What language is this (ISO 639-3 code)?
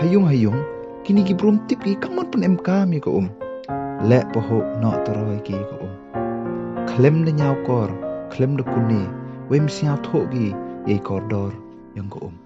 pbv